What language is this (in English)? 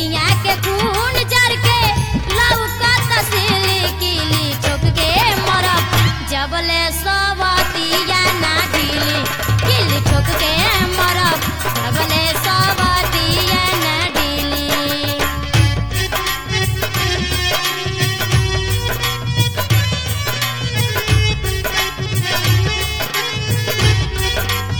Bhojpuri